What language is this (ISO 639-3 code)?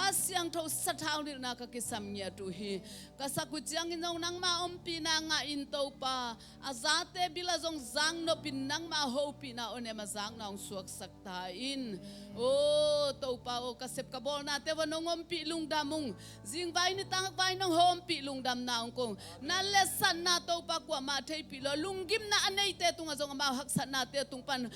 ctd